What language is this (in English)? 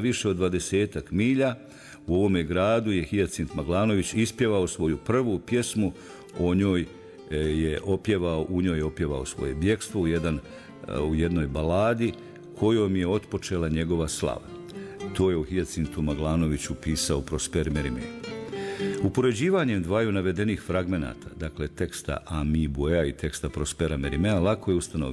Bosnian